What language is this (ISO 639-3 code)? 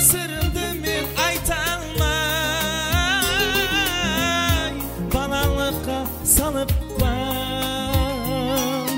kaa